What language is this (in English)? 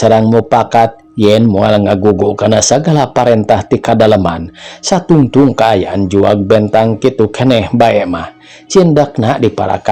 Sundanese